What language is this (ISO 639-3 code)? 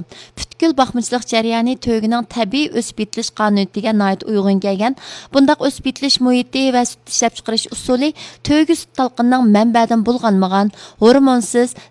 uig